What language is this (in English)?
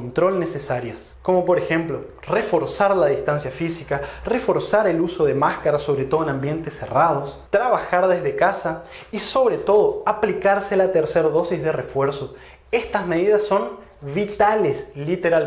Spanish